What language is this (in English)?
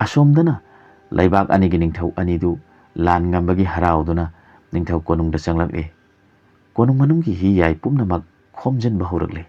Manipuri